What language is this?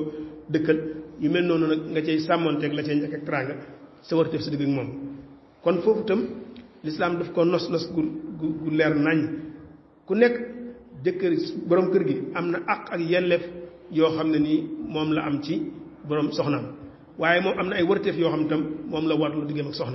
Wolof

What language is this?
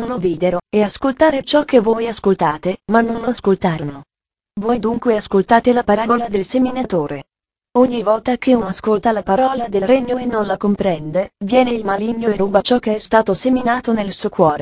Italian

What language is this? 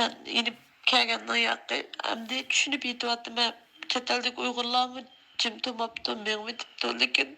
Uyghur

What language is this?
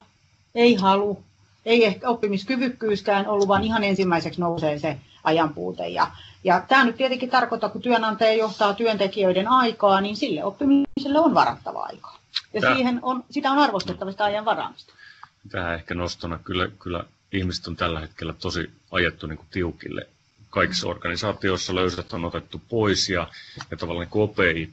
Finnish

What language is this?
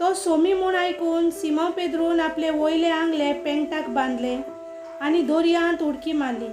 Konkani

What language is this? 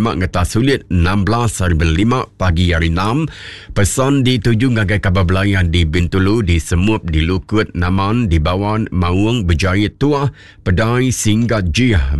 Iban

